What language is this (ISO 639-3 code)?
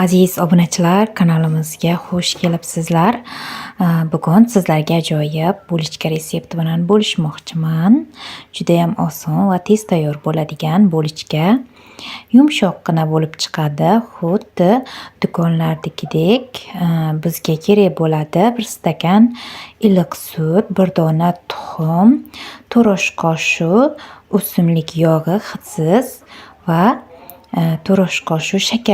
uzb